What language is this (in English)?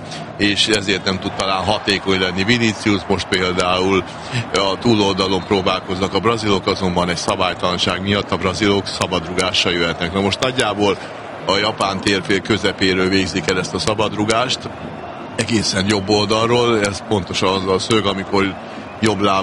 Hungarian